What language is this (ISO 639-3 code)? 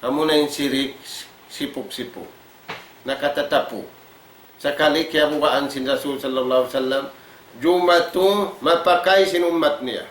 tsg